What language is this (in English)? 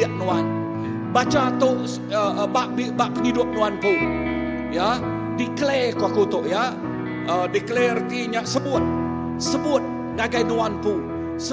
Iban